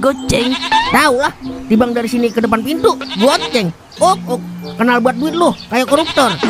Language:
Betawi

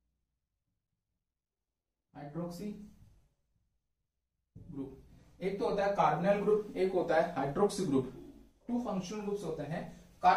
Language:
Hindi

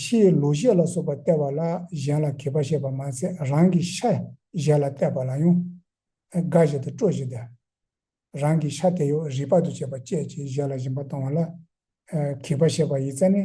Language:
Tibetan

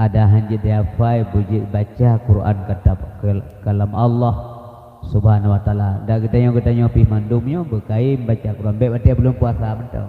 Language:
Achinese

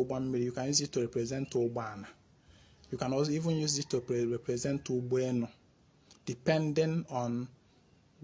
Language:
Igbo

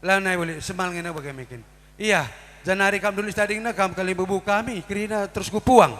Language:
Batak Karo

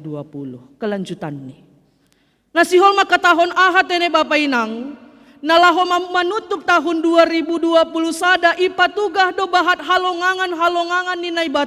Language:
Batak Simalungun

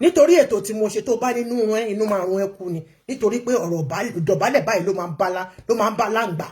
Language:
Yoruba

